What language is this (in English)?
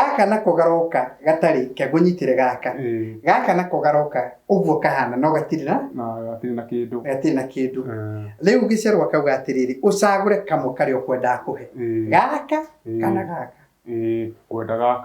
Kikuyu